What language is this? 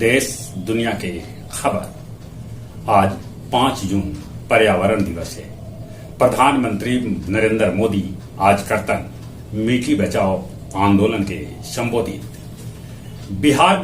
Magahi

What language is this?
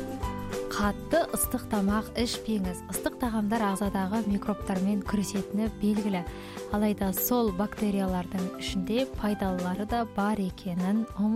Kazakh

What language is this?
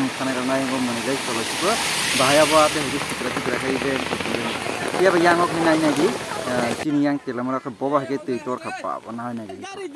Kok Borok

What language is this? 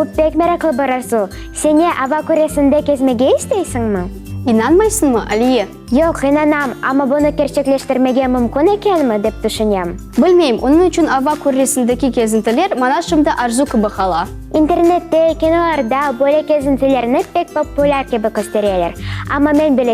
Crimean Tatar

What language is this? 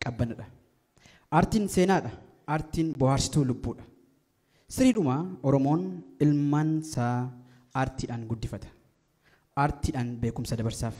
Oromo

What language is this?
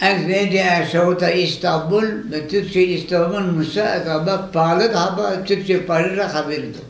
Zaza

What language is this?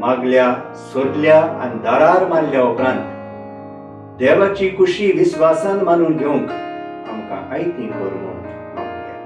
Konkani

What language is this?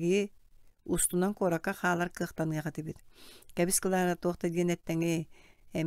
Yakut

